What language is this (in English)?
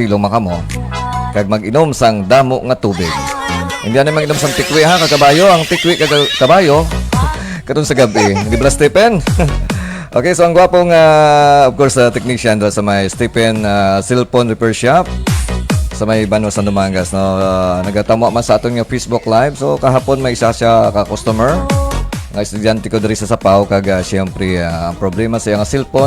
Hiligaynon